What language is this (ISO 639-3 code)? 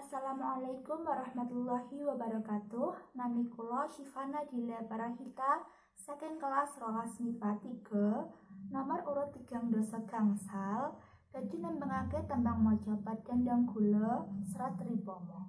jav